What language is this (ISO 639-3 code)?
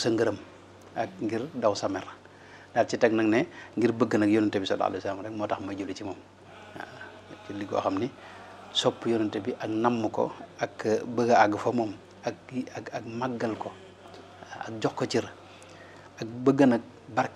wol